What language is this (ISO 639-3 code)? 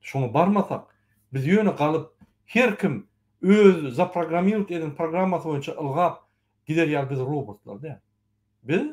tuk